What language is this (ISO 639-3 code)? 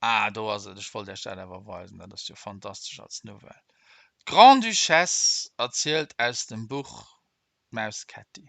ltz